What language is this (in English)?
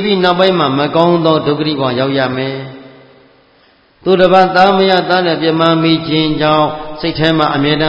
Burmese